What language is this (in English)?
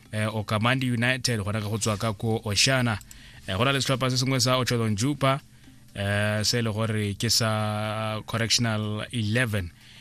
Tswana